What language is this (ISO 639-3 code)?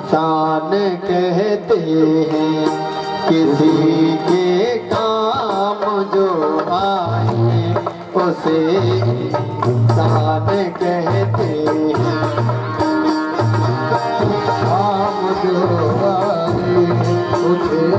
hin